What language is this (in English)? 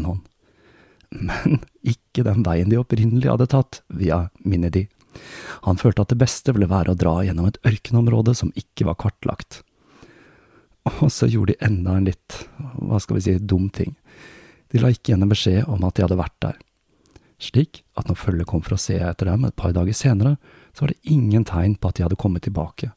Norwegian